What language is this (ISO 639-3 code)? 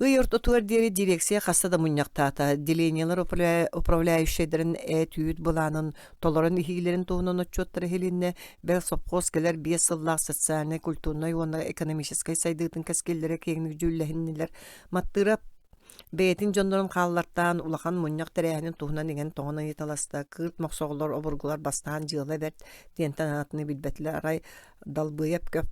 sah